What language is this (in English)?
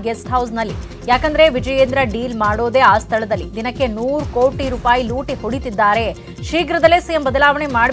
Kannada